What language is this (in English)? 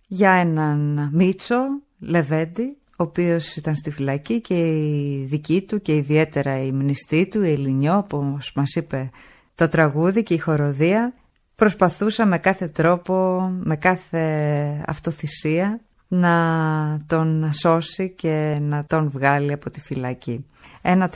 Greek